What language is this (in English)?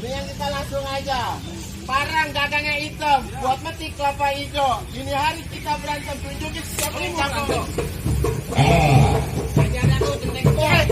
Betawi